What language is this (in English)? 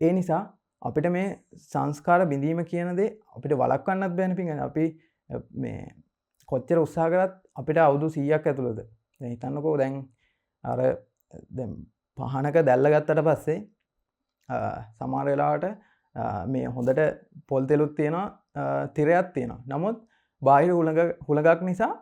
Sinhala